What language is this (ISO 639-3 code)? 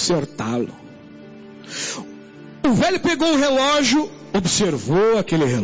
por